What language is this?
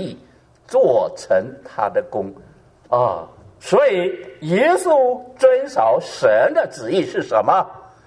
Chinese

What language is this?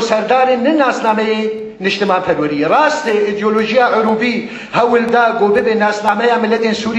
Kurdish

